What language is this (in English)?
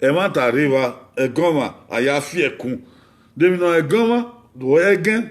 Bini